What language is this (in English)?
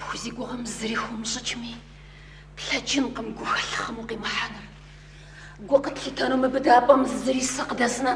Kabardian